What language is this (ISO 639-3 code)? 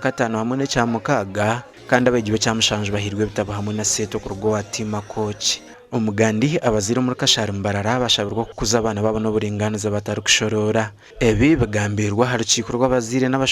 nyn